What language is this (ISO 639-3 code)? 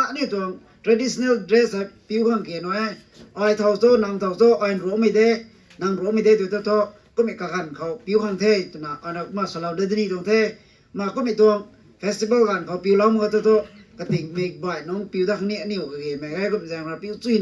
nbu